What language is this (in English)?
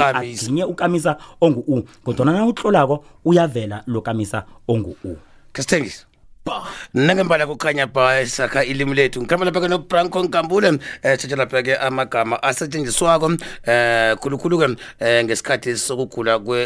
South Ndebele